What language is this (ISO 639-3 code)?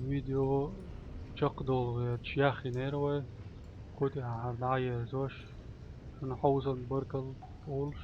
che